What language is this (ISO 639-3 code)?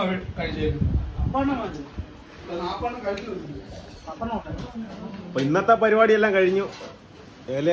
mal